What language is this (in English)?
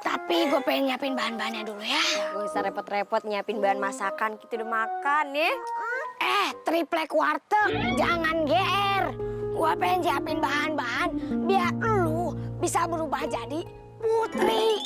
Betawi